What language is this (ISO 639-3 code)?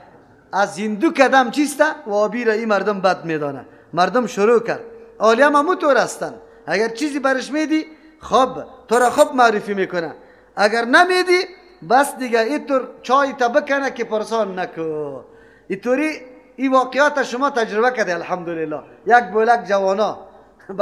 fas